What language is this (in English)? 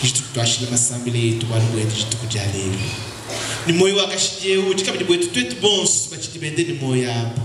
Luba-Lulua